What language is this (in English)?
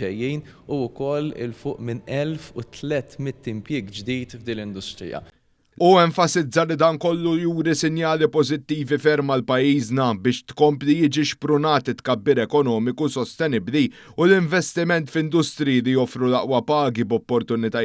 Maltese